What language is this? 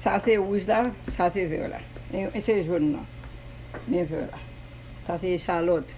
Haitian Creole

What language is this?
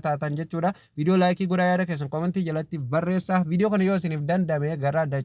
Oromo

